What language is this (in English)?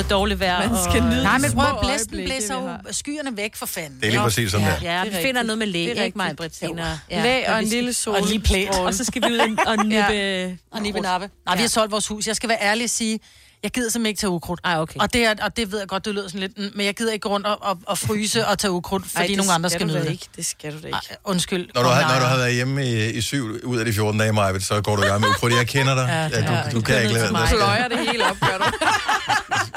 Danish